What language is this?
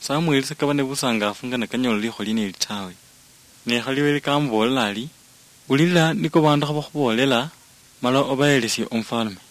Luyia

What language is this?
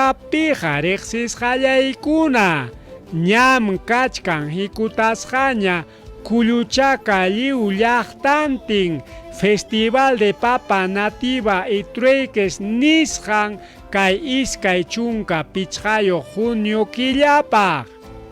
Ayacucho Quechua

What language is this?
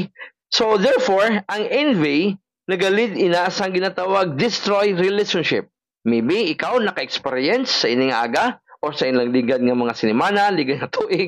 Hiligaynon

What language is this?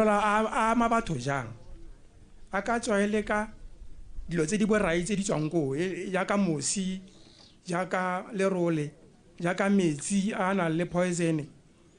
Tswana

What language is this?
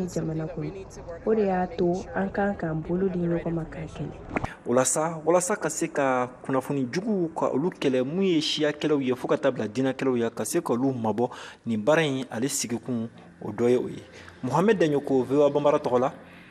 Bambara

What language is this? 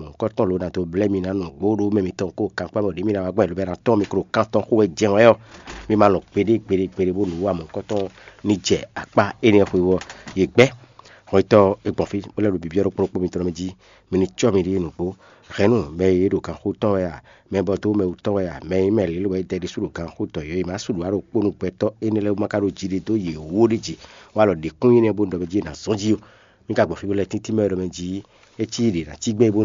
Fon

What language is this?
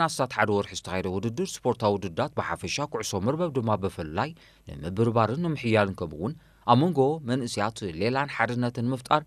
Tigrinya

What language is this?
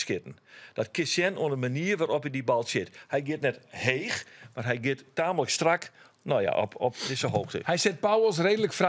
Western Frisian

